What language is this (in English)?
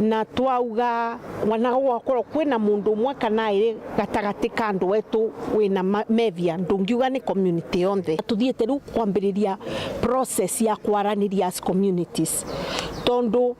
Meru